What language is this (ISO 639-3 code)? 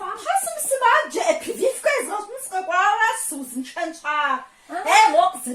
kbd